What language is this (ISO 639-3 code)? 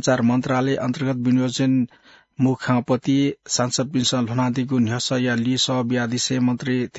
new